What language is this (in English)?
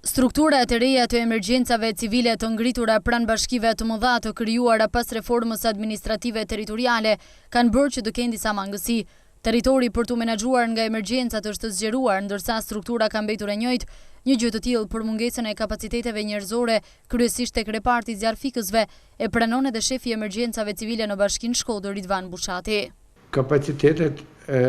Albanian